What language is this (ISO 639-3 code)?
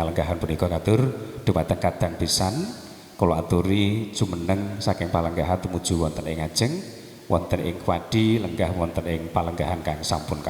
jav